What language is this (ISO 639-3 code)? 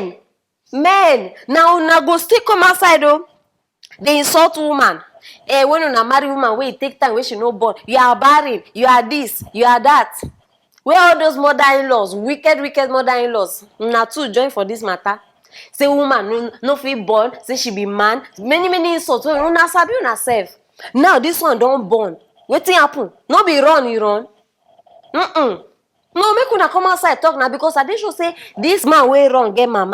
pcm